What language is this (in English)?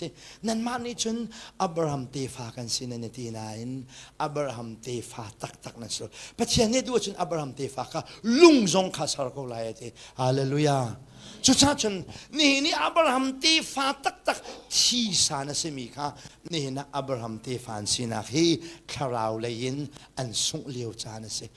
Hakha Chin